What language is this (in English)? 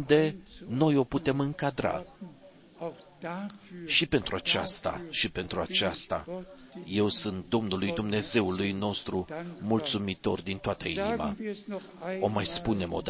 Romanian